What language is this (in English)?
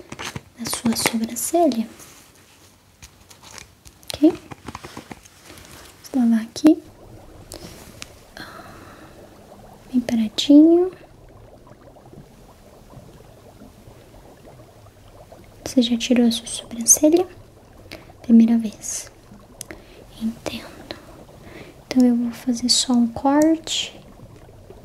Portuguese